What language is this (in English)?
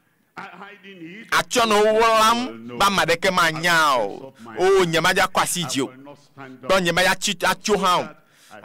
Ewe